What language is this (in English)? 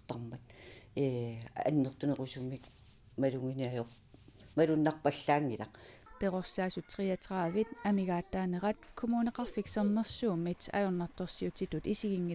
Kalaallisut